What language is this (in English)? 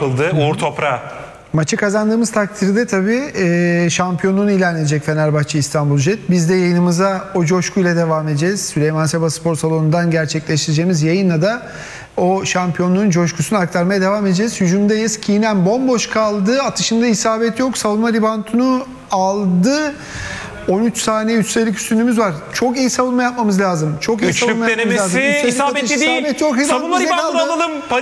Turkish